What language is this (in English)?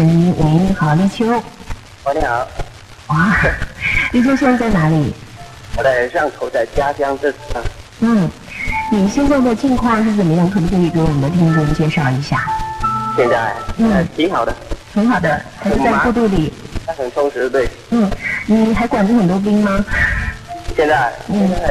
Chinese